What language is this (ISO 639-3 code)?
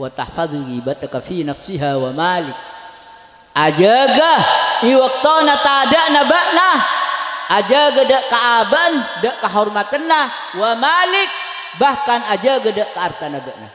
mad